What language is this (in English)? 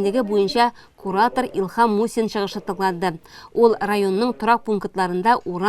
Tatar